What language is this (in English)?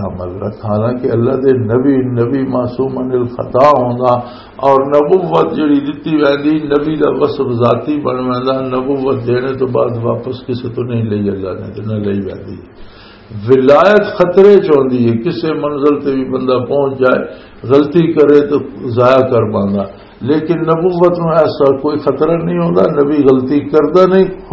Western Panjabi